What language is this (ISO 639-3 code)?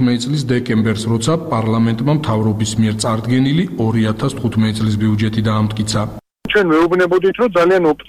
kat